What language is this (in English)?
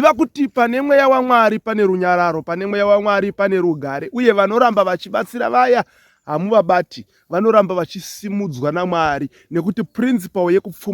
Shona